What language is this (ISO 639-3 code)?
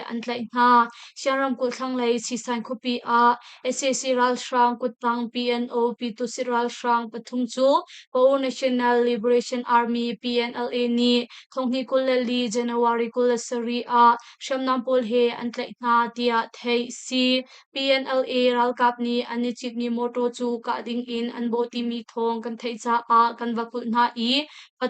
cnh